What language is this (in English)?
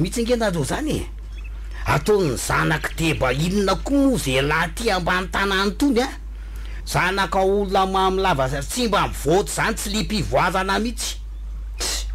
Malagasy